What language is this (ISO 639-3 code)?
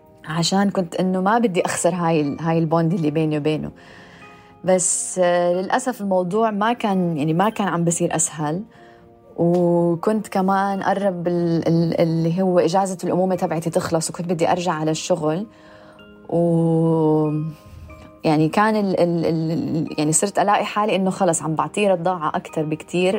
apc